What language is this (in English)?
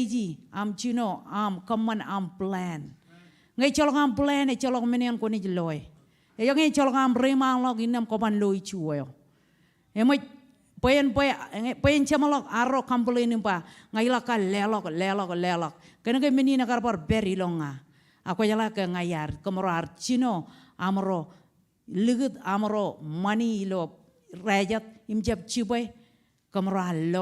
Marshallese